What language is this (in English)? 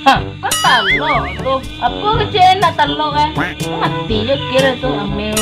Minangkabau